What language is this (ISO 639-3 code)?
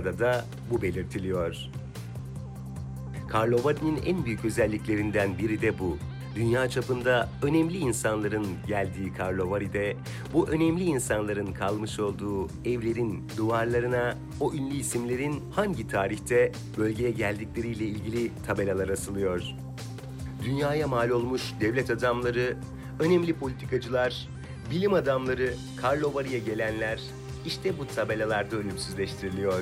tur